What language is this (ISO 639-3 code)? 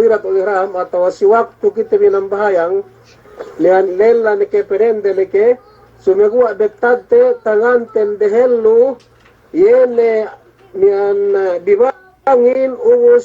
yka